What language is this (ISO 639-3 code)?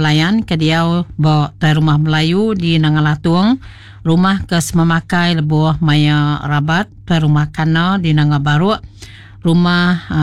iba